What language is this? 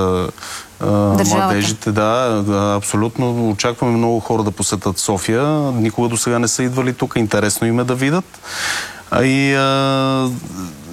Bulgarian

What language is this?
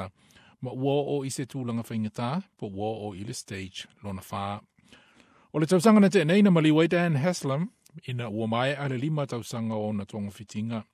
Samoan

